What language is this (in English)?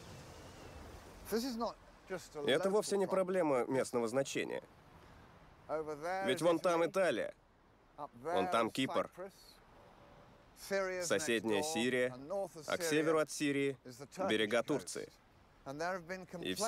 Russian